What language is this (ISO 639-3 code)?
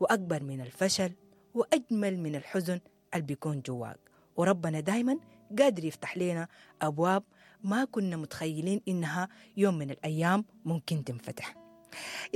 apd